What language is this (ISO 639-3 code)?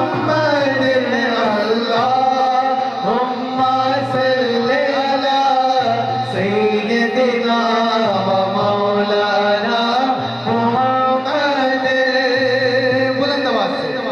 urd